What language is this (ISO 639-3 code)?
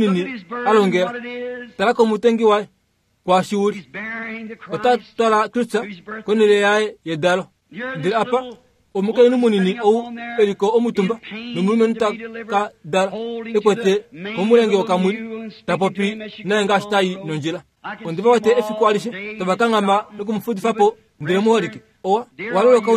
kua